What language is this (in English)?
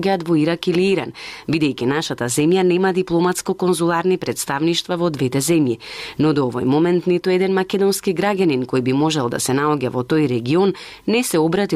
Macedonian